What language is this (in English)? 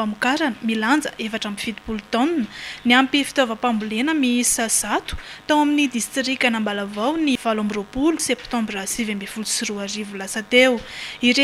Malagasy